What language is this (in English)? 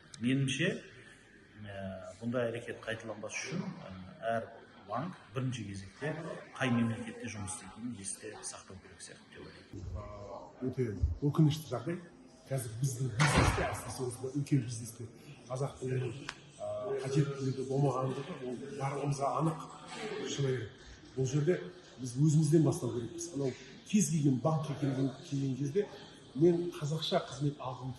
Kazakh